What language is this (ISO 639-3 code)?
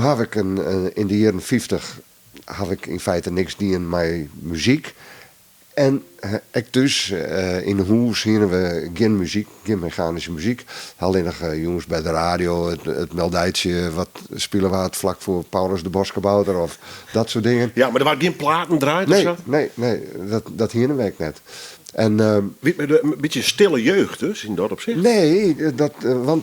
fry